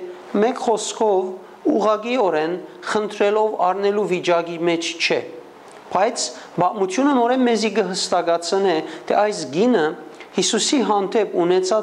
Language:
Western Armenian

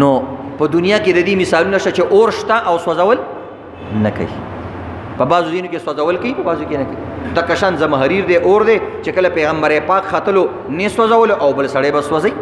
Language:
Pashto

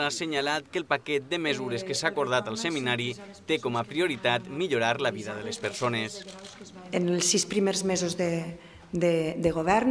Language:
Catalan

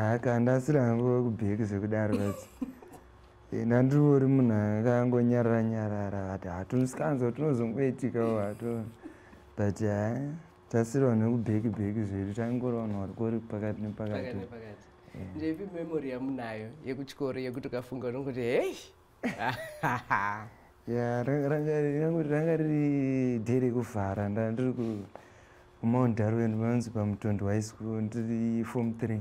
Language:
Shona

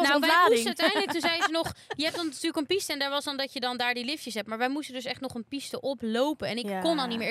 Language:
Dutch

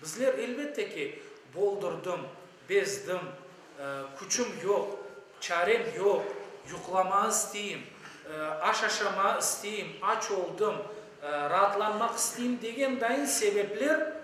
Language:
Crimean Tatar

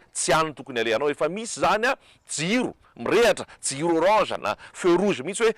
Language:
Malagasy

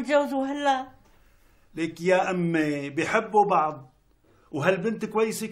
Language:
North Levantine Arabic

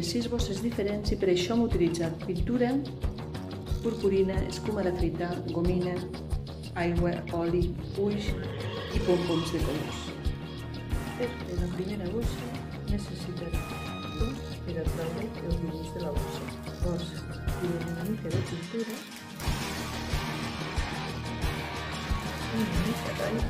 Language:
Catalan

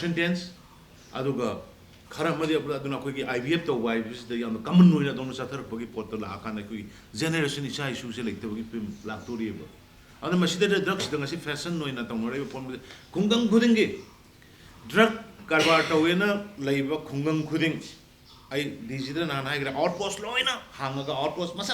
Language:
Manipuri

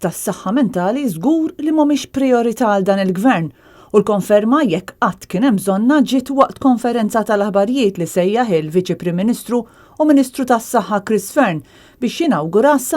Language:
Maltese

